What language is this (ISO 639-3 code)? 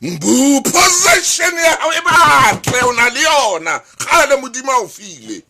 sot